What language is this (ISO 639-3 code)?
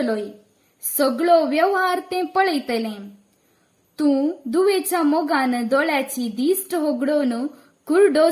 kok